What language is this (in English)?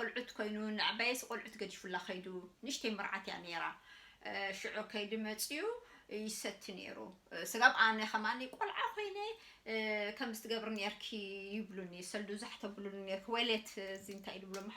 Tigrinya